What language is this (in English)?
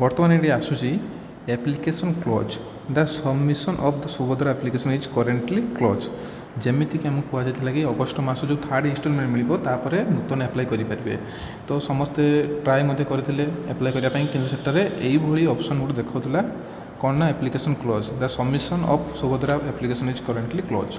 Odia